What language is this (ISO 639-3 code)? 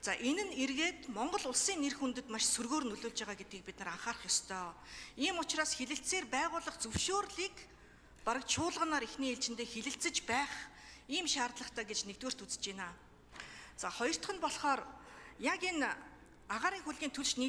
mon